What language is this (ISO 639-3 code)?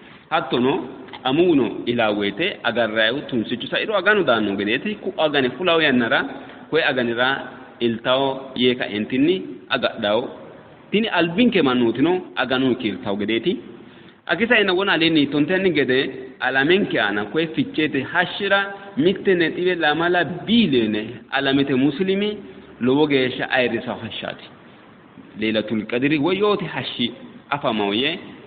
sid